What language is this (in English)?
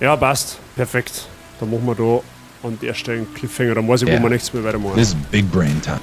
Bavarian